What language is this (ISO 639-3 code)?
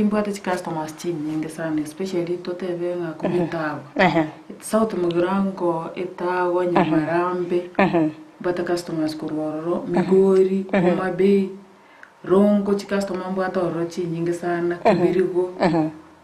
guz